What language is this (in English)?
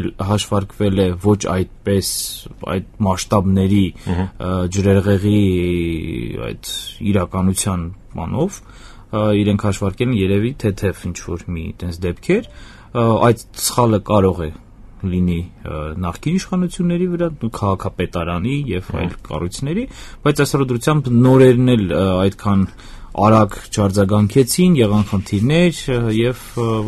Armenian